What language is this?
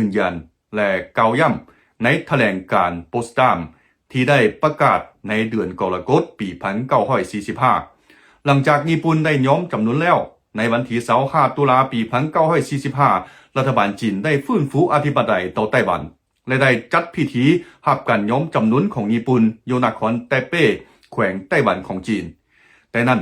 Lao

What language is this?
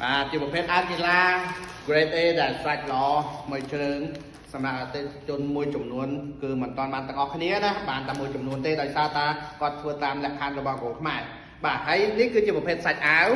Khmer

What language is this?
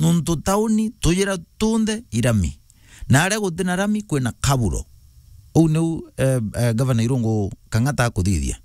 Meru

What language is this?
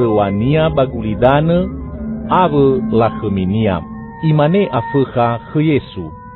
Nias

